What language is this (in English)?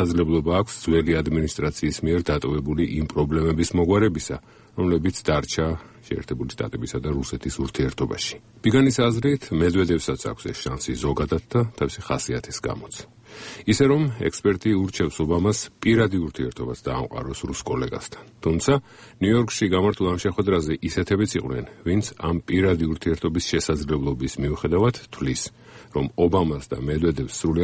Georgian